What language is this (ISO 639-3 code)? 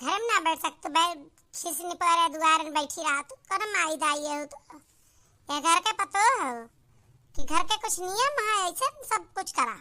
awa